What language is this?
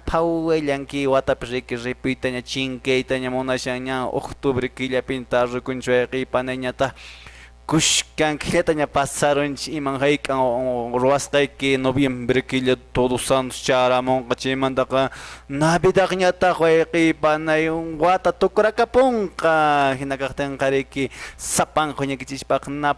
Quechua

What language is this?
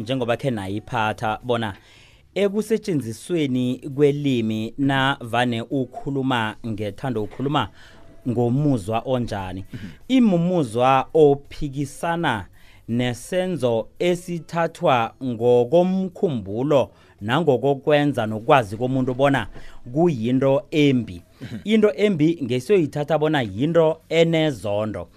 South Ndebele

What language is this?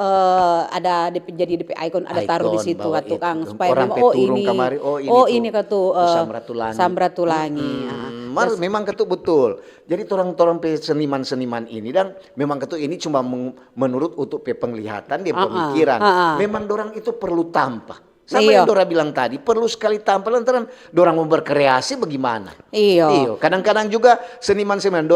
Manado Malay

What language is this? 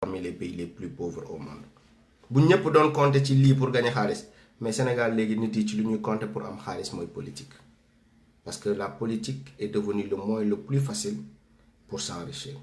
Wolof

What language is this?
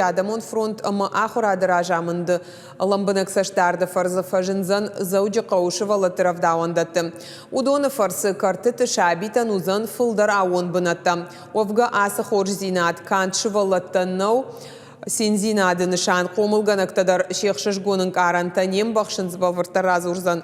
Ossetic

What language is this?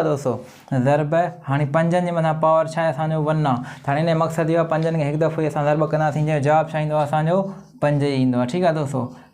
Sindhi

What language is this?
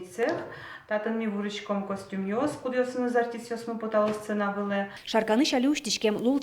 Udmurt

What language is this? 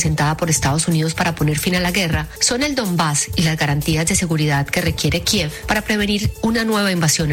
Spanish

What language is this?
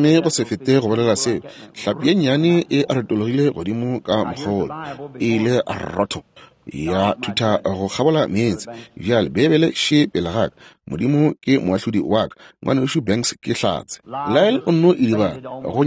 Northern Sotho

